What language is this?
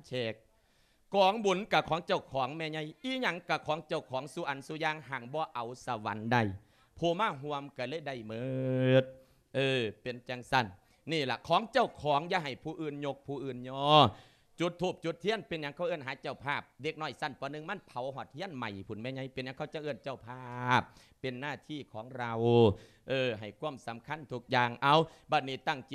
Lao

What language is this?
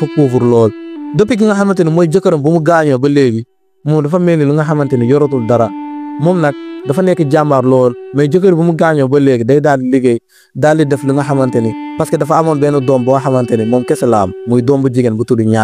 Wolof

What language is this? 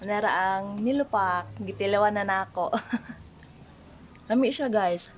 Cebuano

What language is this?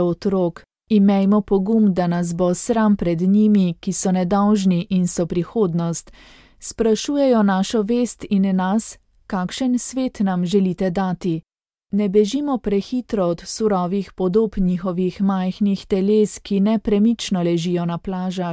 Slovenian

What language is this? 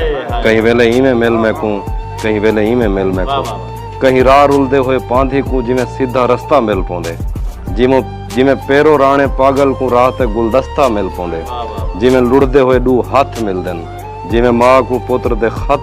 Saraiki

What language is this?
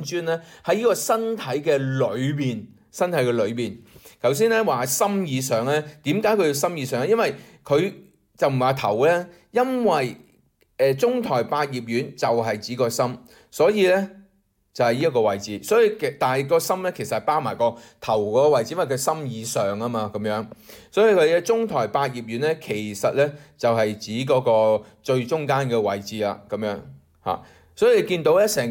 Cantonese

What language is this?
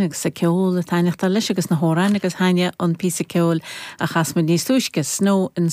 Irish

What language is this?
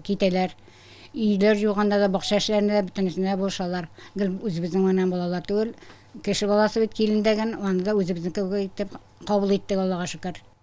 Tatar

